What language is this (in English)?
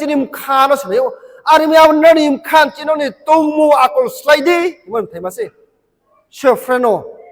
Riang (India)